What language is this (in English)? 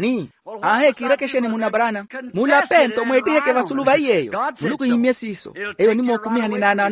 Makhuwa